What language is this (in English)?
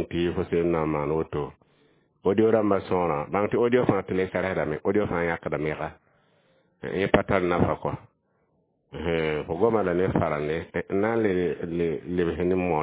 Mossi